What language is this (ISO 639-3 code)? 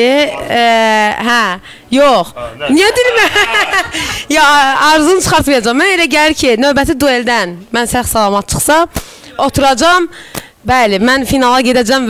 aze